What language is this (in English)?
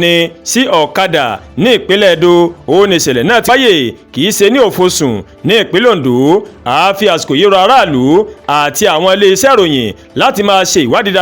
Yoruba